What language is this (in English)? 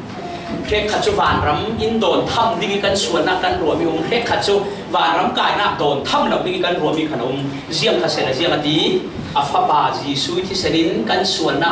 Falam Chin